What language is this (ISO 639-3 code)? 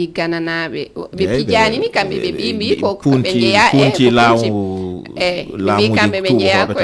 ful